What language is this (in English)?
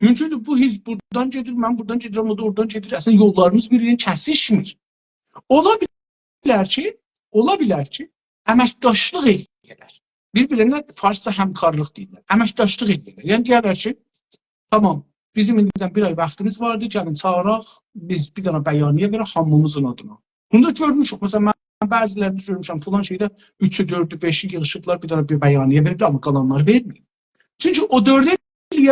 South Azerbaijani